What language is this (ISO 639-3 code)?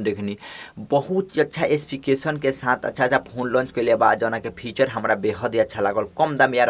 bho